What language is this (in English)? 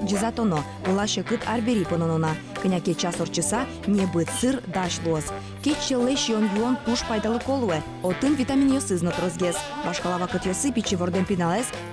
Udmurt